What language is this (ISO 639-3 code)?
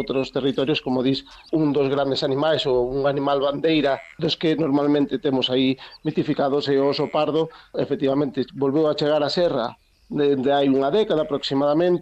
glg